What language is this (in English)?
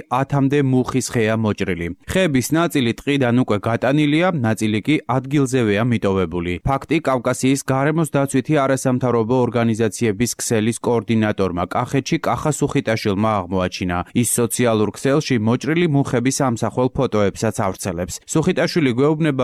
Georgian